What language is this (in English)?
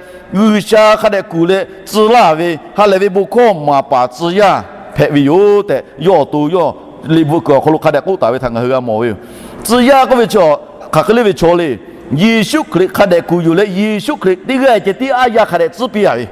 Lahu